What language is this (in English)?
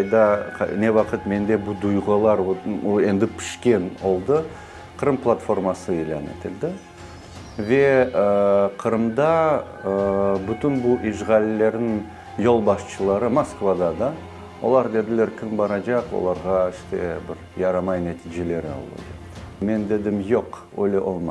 Crimean Tatar